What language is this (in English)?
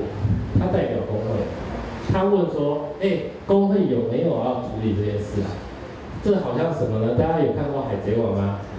Chinese